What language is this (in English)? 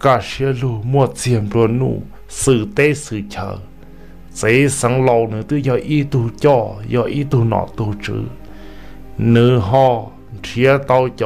Vietnamese